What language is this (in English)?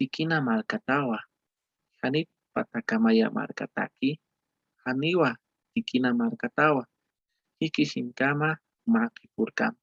Aymara